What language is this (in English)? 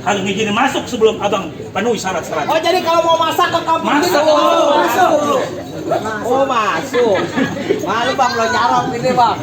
Betawi